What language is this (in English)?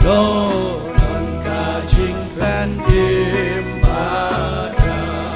Khasi